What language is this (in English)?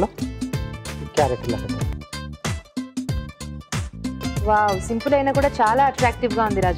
Telugu